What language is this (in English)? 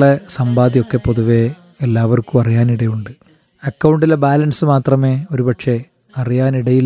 Malayalam